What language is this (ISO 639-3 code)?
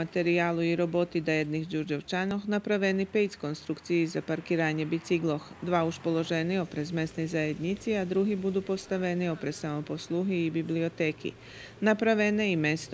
rue